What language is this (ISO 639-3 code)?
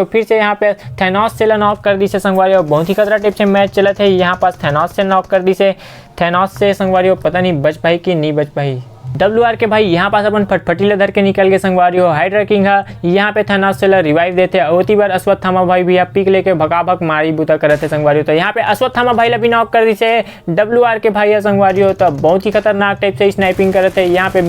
hne